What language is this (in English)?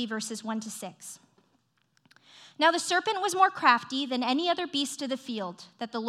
English